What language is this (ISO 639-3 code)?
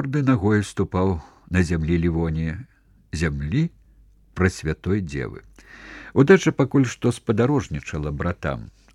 bel